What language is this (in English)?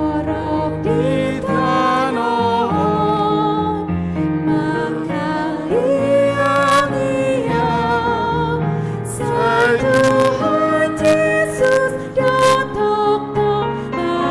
Batak Toba